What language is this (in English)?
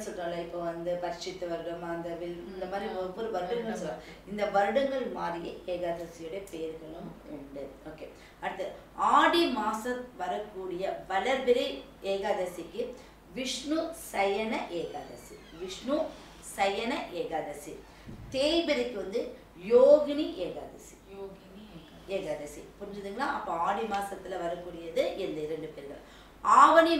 Tamil